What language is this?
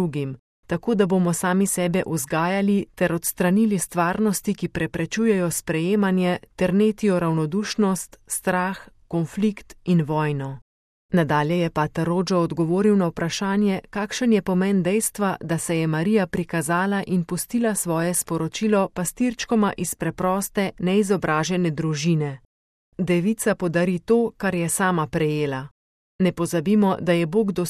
Slovenian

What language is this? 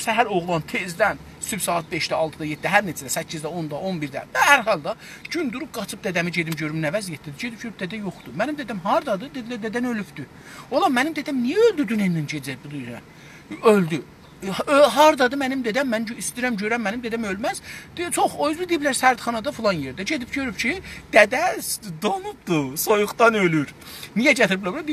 South Azerbaijani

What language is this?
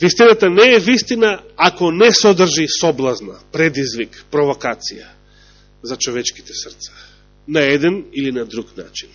Macedonian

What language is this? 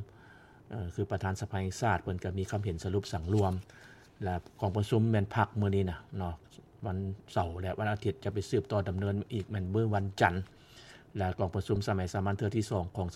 Lao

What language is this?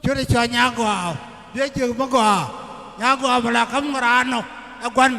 Nuer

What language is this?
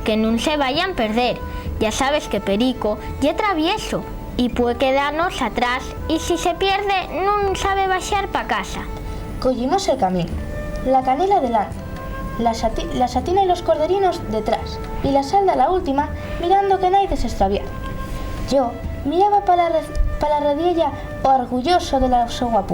Asturian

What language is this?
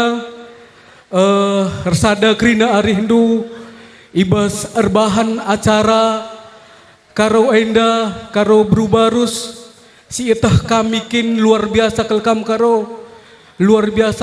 Batak Karo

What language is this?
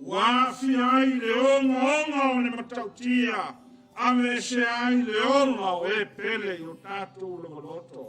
Samoan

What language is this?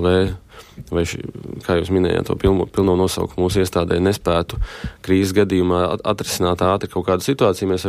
Latvian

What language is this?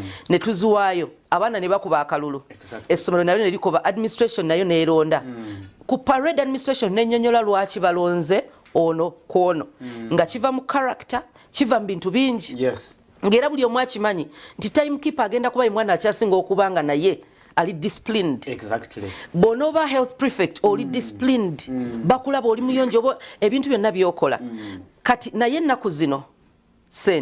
Ganda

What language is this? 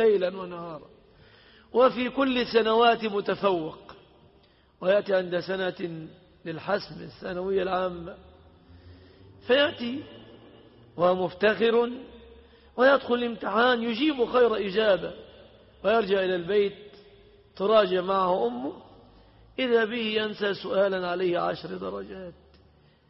Arabic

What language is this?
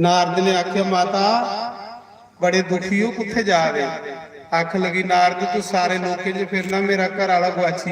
Dogri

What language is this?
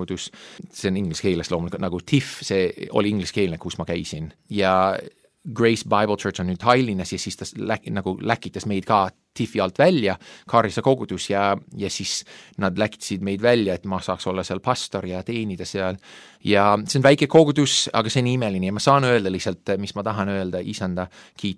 Estonian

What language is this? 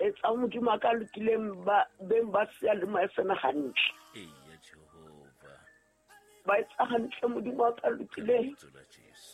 Southern Sotho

